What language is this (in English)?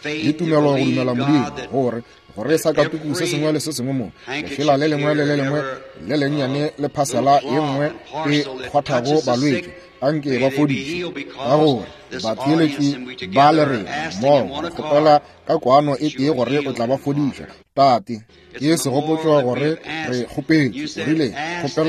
Northern Sotho